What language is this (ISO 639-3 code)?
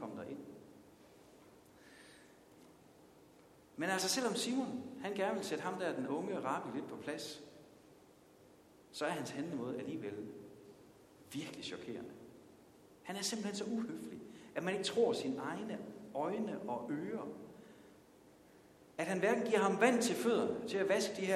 dan